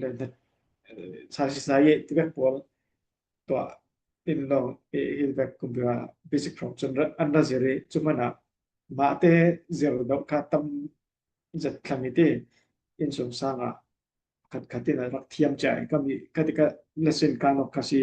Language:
Falam Chin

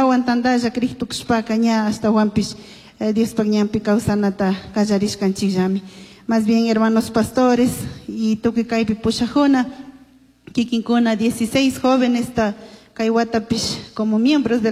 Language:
Chimborazo Highland Quichua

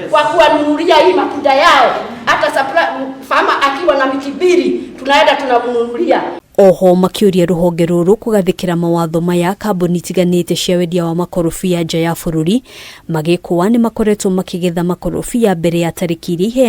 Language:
Kikuyu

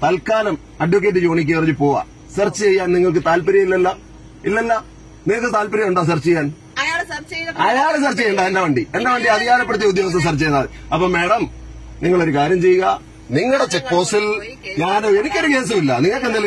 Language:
Malayalam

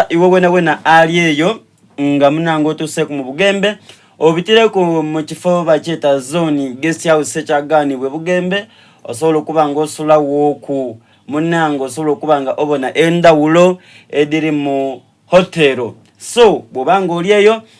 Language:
Soga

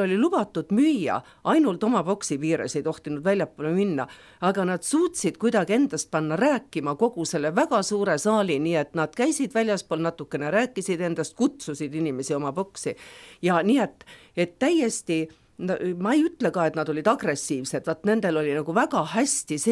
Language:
Estonian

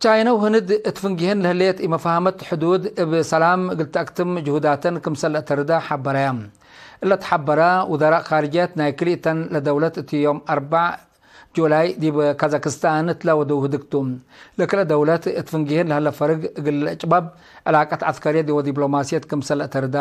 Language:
Tigre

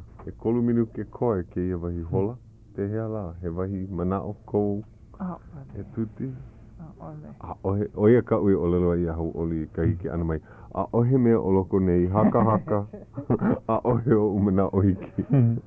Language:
Hawaiian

